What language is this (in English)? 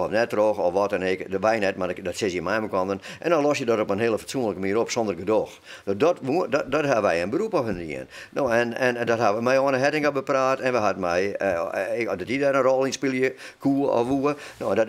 Western Frisian